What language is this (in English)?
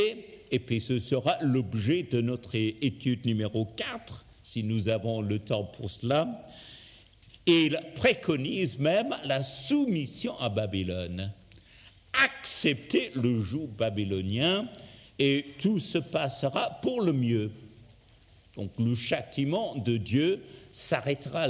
French